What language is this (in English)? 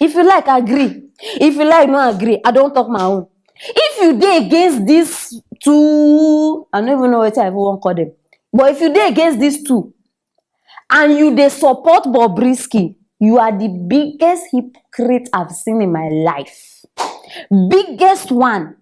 Nigerian Pidgin